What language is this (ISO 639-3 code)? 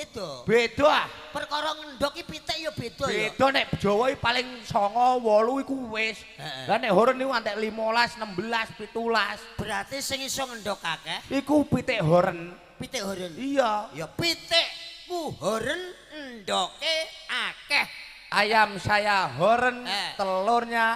jav